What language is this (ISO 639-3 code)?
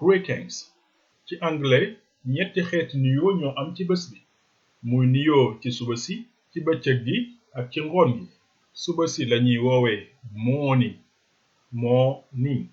wol